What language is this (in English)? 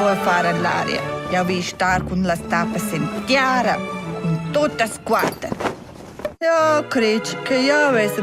Romansh